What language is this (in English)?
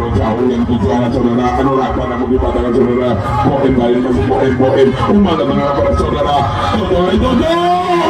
Indonesian